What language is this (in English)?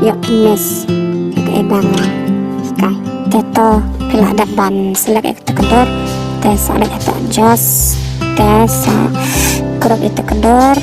Khasi